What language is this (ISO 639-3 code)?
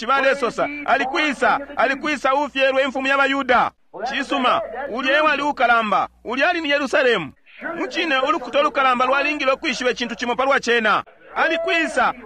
bem